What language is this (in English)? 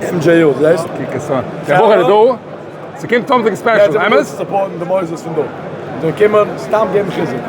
Yiddish